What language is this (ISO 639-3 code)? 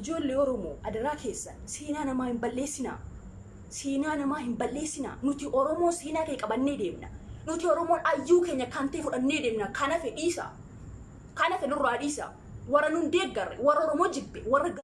orm